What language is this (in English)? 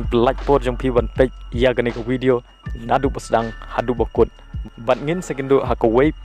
Khasi